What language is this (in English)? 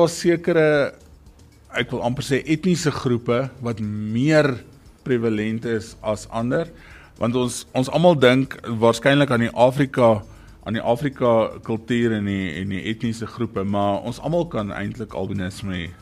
Afrikaans